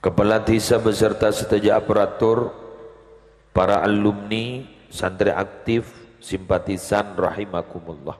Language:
Madurese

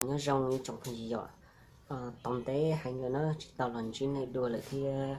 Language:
Hmong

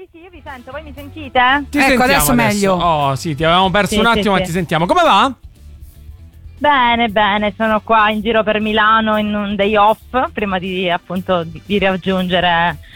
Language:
Italian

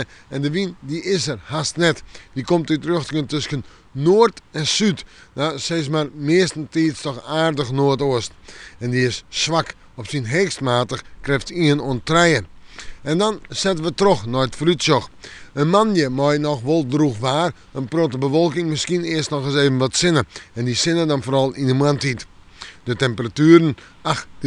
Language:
Western Frisian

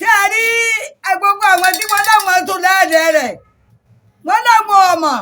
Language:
Yoruba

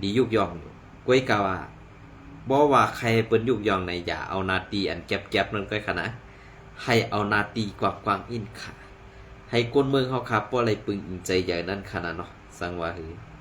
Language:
Shan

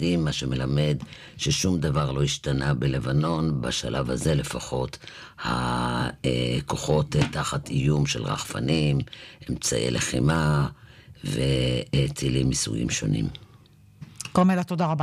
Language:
Hebrew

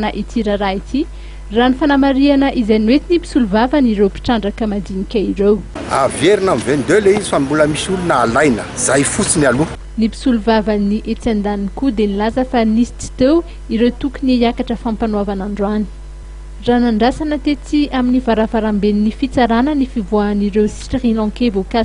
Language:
Malagasy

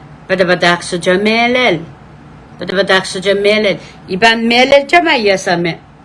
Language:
Pohnpeian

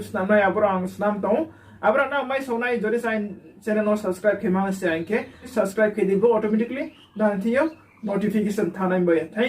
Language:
Riang (India)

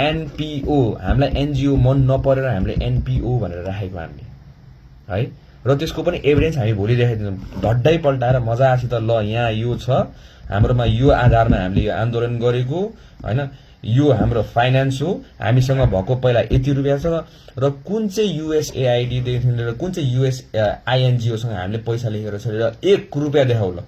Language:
Nepali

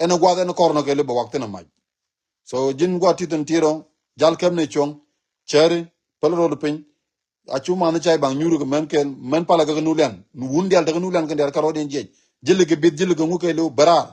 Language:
Nuer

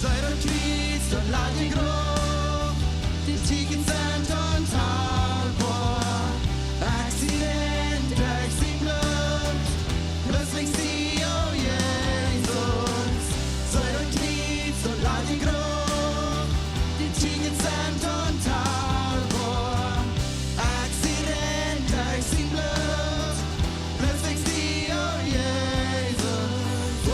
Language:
Plautdietsch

